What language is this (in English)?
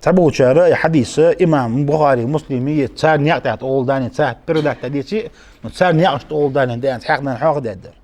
Ingush